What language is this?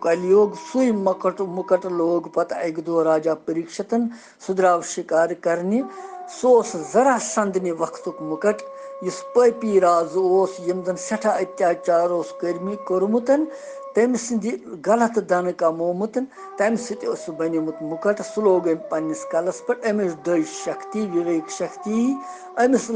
Kashmiri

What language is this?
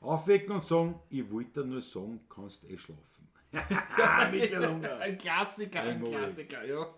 Bavarian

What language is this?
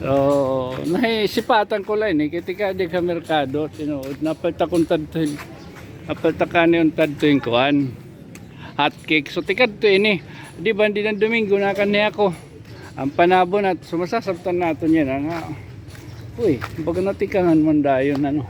Waray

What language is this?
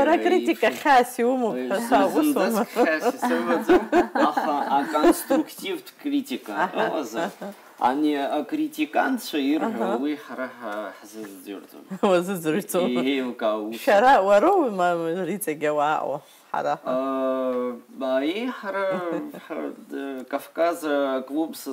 Abkhazian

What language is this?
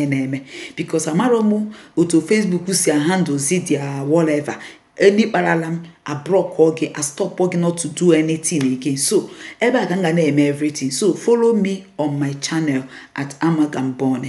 Igbo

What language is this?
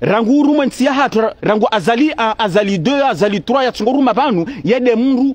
Ngazidja Comorian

